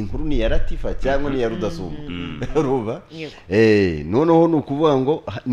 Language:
Kinyarwanda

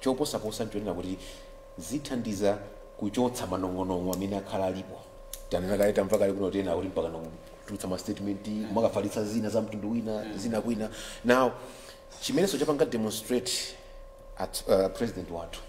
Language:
Nyanja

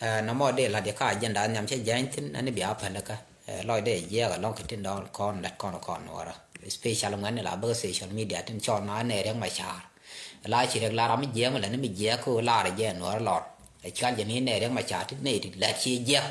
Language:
Nuer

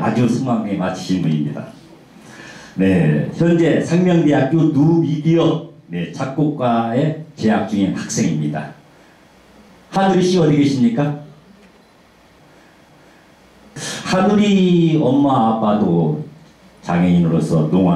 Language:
Korean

